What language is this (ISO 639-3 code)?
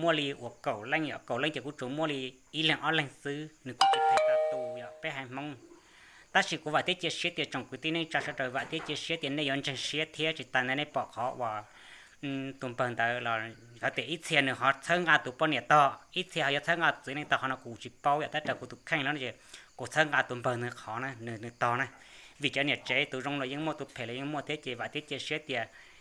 hmn